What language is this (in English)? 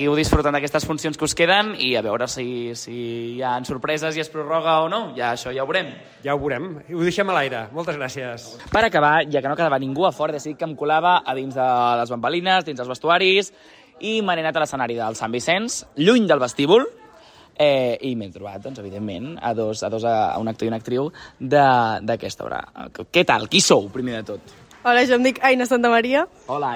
Catalan